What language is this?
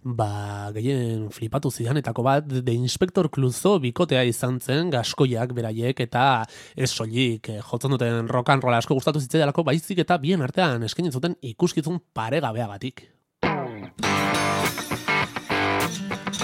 Basque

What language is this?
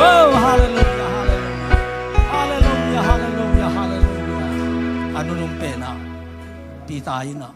Tedim Chin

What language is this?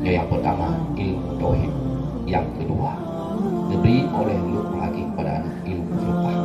Achinese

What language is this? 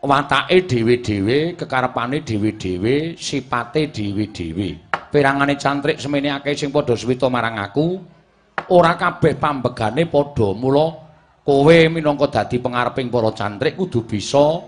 Javanese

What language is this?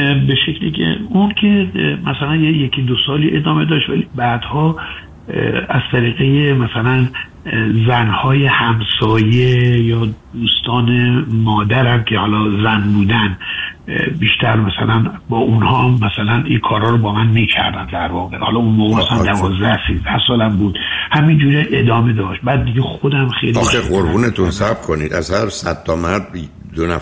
Persian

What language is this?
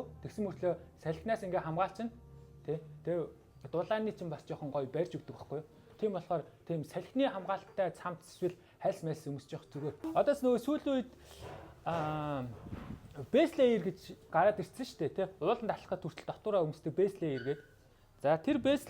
Mongolian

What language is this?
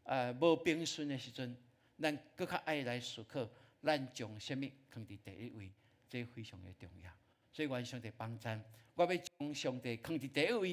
Min Nan Chinese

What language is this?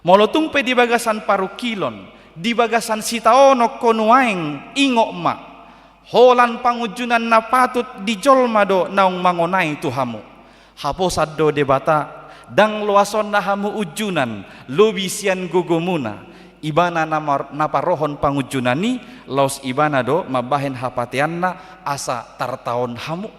Batak Toba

